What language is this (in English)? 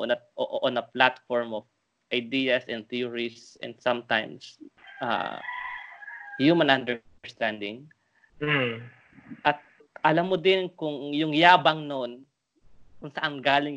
Filipino